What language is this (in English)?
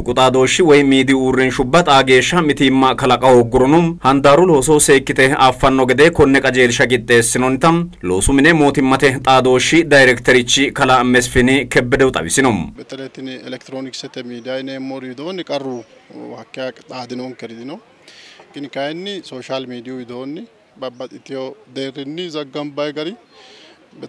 Sidamo